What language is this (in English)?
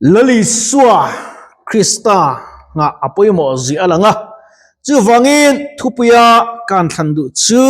Mizo